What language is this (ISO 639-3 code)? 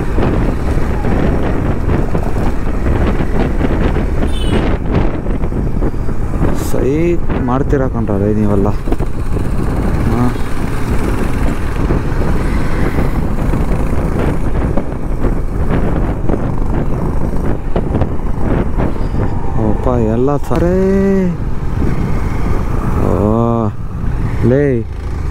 kan